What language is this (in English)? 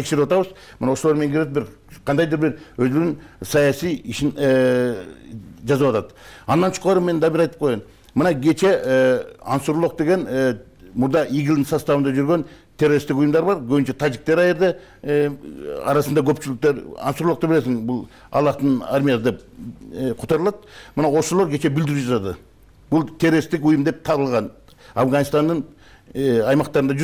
Kyrgyz